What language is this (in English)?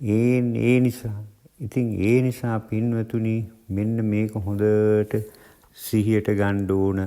Sinhala